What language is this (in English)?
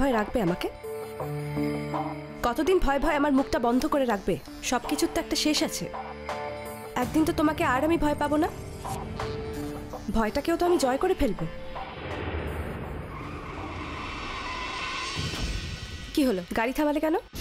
Bangla